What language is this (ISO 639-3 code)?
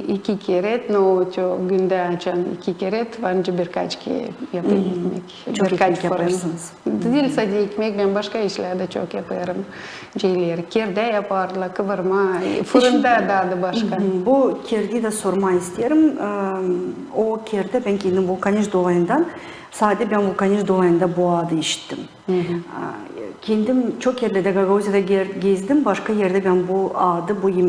gag